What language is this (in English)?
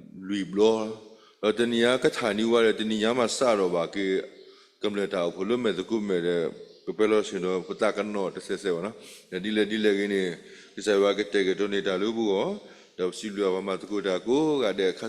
S'gaw Karen